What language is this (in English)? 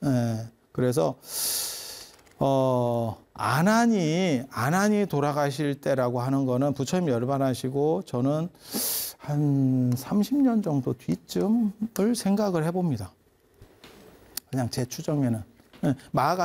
Korean